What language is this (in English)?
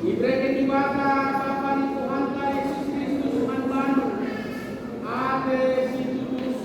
Batak Karo